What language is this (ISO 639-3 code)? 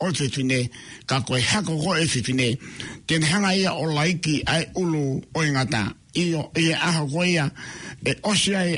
ton